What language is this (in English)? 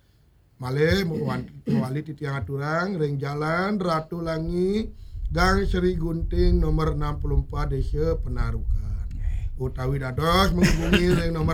Balinese